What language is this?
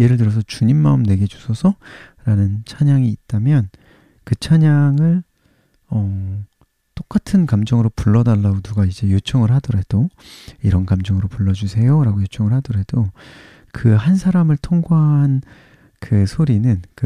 Korean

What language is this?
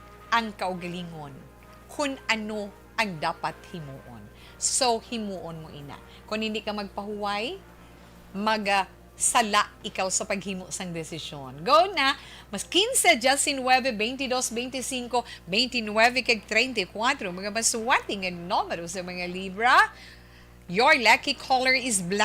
Hiligaynon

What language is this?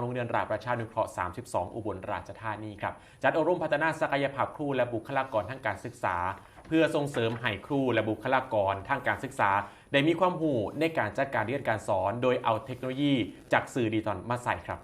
Lao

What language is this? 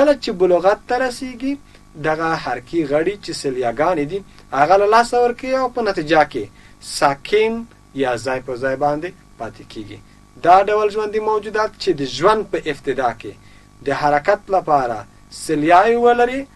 Pashto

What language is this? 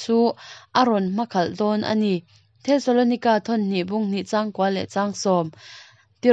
Mizo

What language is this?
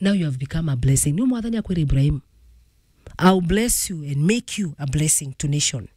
Meru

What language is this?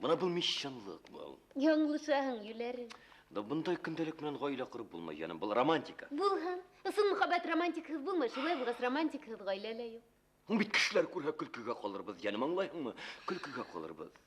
Bashkir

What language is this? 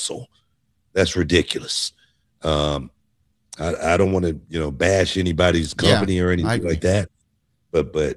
English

